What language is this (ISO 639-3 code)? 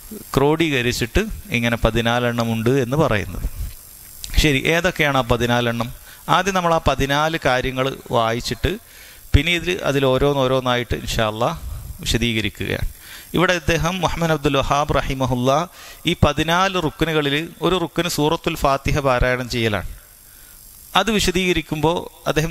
mal